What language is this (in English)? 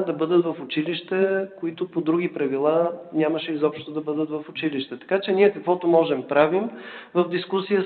Bulgarian